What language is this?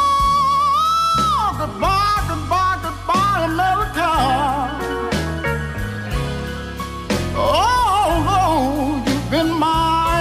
English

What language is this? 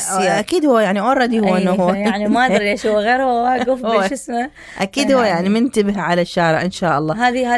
Mesopotamian Arabic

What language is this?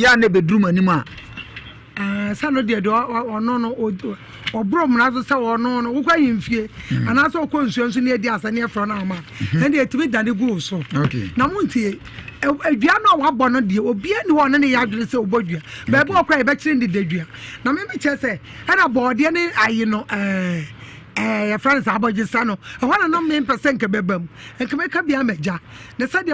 Akan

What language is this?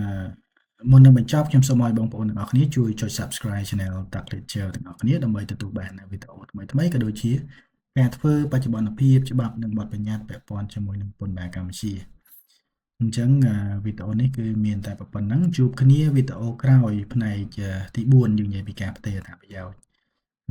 Khmer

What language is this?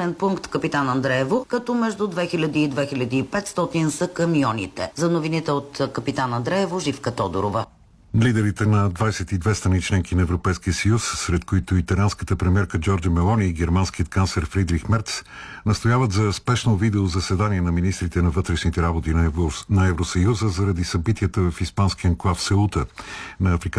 Bulgarian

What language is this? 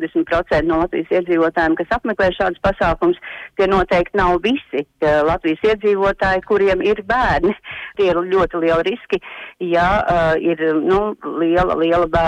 Latvian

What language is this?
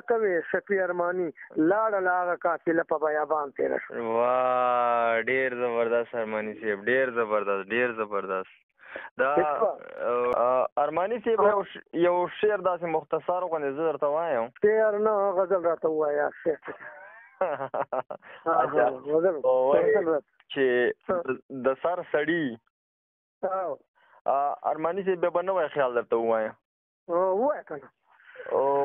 Pashto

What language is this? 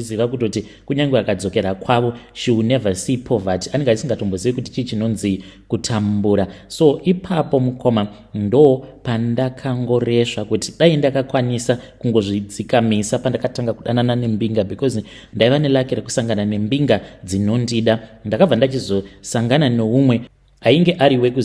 Shona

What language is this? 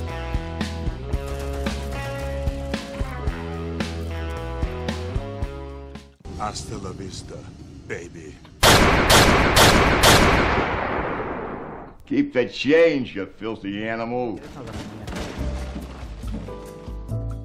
Greek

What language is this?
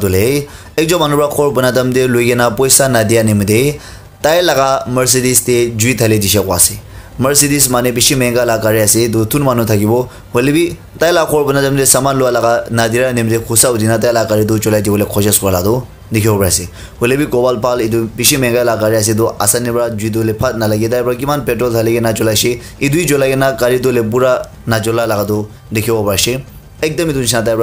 Naga Pidgin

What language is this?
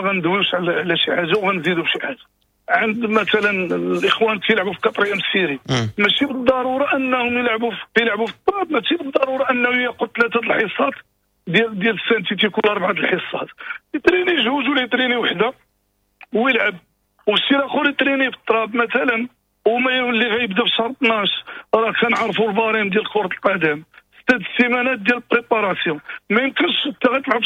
Moroccan Arabic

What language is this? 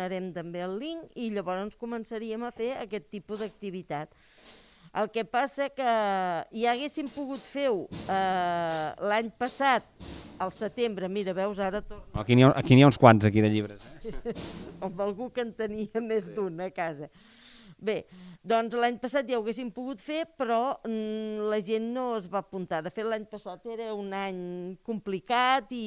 Catalan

